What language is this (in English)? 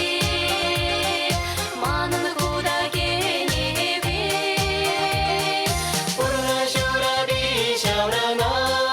Chuvash